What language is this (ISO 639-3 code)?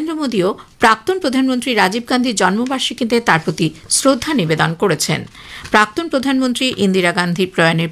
ben